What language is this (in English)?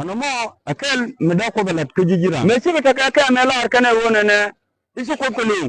Nuer